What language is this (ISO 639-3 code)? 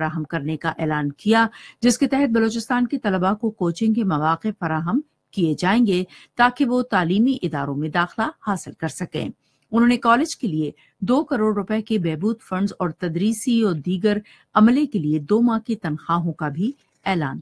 urd